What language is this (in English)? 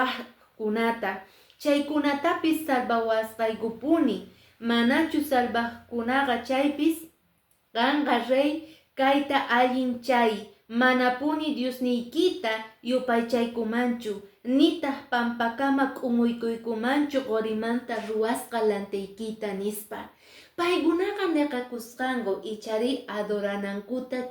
Quechua